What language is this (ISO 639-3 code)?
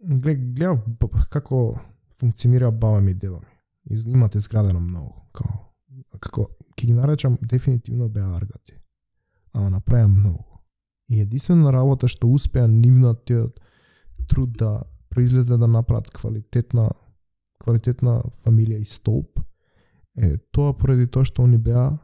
mkd